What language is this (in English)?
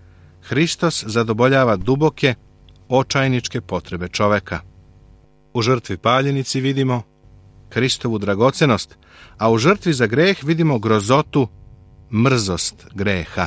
Serbian